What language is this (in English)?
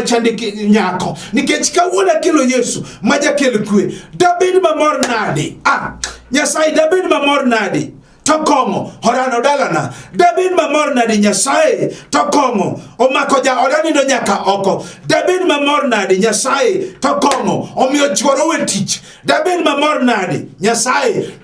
Luo (Kenya and Tanzania)